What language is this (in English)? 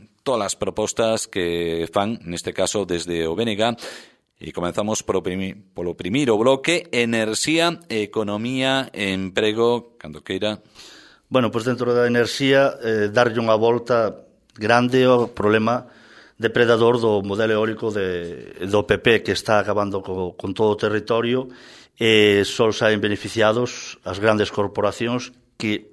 Galician